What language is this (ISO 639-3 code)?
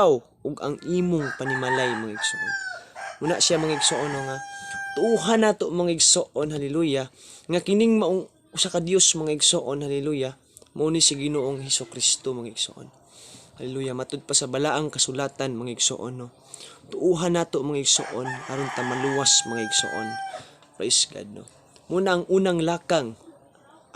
ceb